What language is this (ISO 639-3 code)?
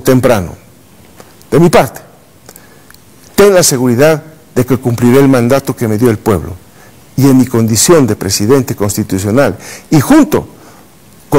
spa